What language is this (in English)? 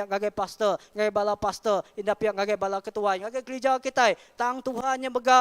Iban